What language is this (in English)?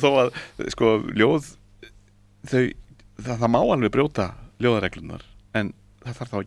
Icelandic